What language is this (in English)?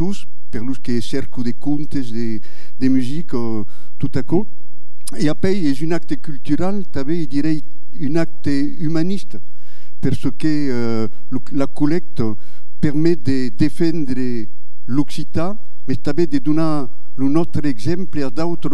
Occitan